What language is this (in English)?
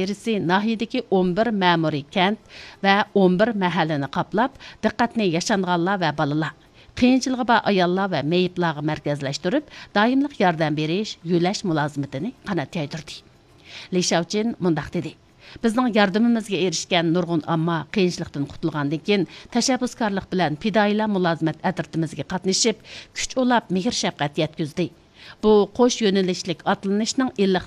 Uyghur